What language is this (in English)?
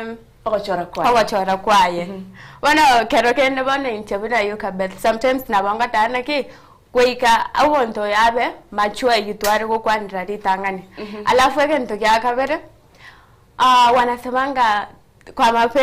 Gusii